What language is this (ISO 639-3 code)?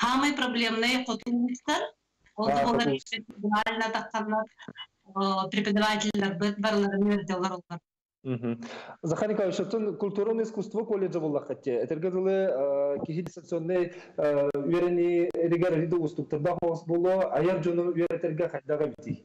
sah